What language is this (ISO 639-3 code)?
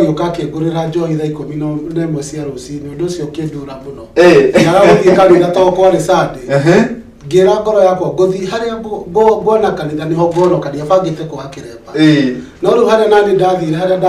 kik